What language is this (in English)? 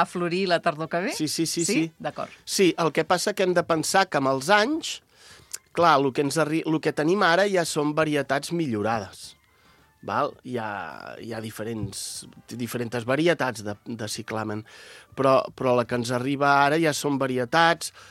Catalan